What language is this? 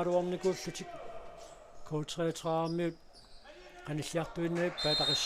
Kalaallisut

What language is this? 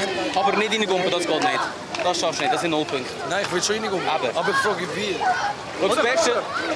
Swiss German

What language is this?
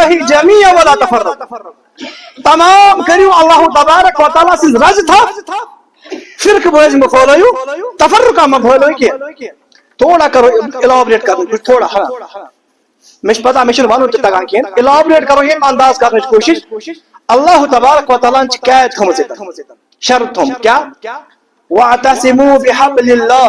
Kashmiri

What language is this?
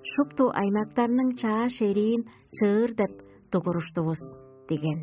Tuvinian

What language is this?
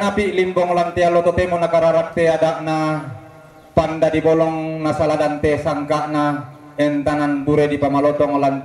Toraja-Sa'dan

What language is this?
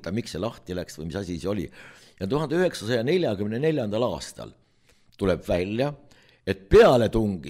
Estonian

